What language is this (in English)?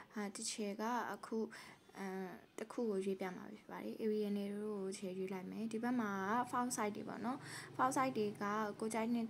Burmese